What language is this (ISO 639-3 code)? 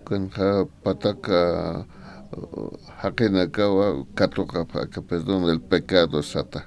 aym